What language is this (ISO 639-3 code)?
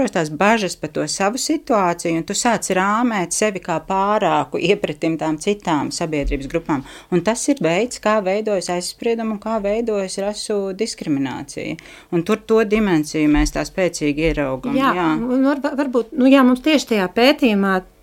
lav